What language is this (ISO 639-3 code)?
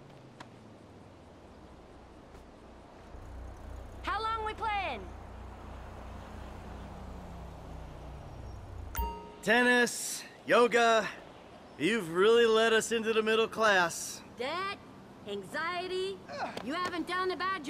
eng